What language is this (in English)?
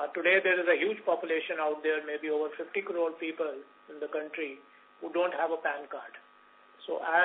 English